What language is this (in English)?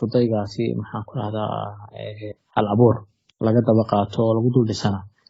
Somali